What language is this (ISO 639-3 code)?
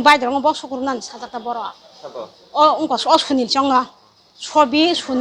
trp